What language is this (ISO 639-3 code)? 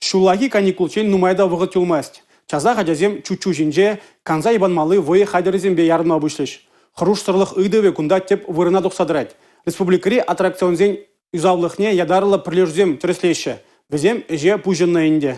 chv